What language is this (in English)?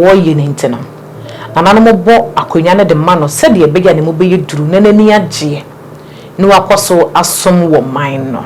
Akan